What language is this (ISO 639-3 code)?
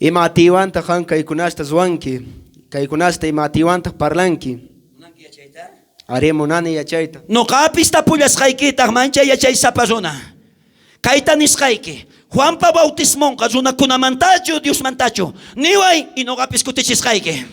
quh